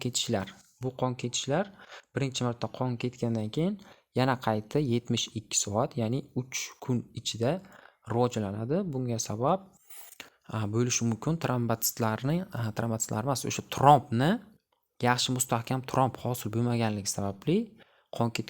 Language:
Uzbek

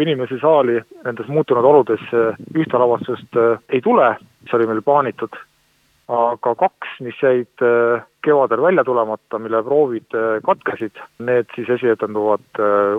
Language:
Estonian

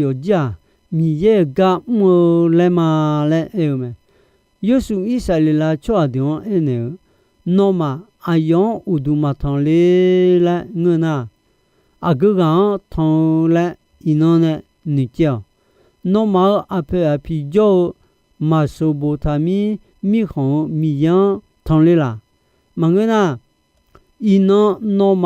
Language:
Akha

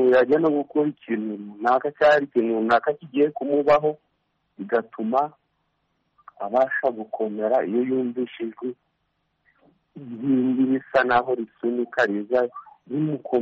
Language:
Kinyarwanda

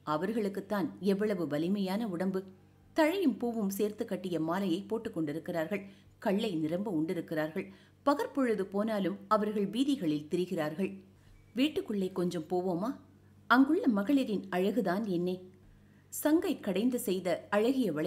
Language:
Tamil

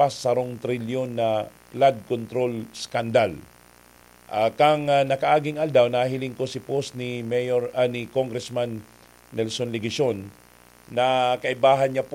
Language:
Bikol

